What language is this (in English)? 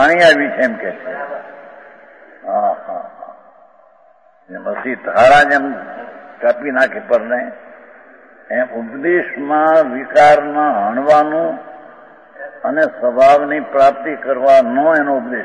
Gujarati